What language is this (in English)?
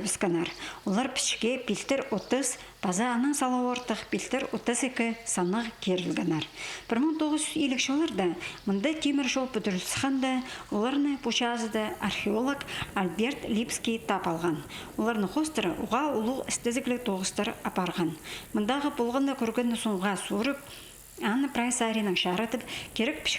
Khakas